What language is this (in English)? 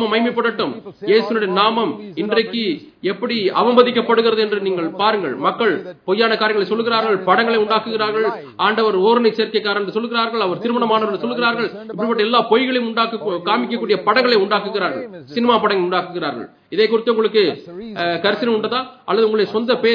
Tamil